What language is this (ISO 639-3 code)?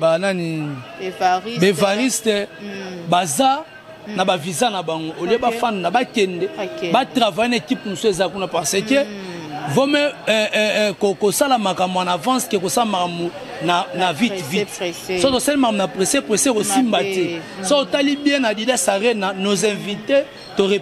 lin